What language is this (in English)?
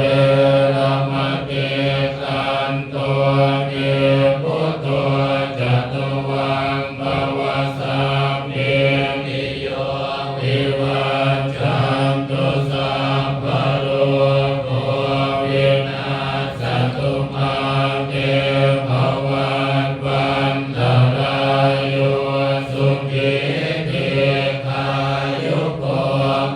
Pali